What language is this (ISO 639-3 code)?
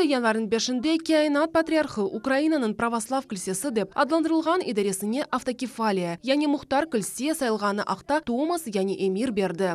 crh